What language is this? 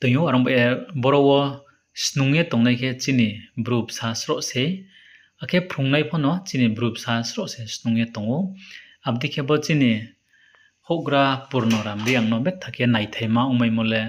Riang (India)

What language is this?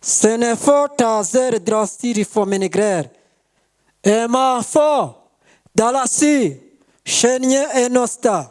Kinyarwanda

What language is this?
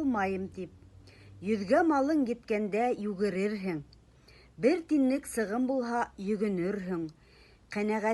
Bashkir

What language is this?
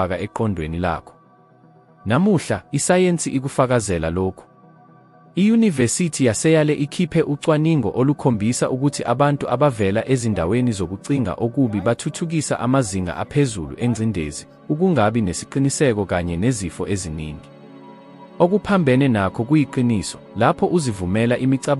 Zulu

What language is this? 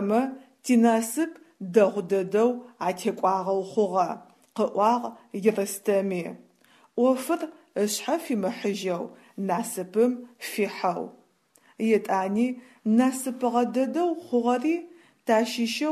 Adyghe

